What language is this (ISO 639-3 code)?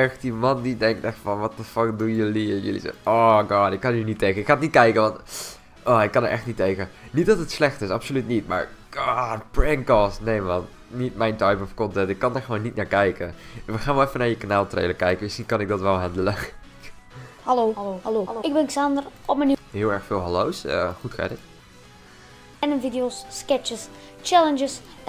nld